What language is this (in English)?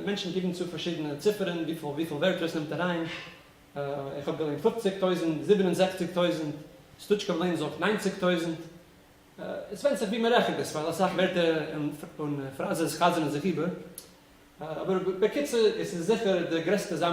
Yiddish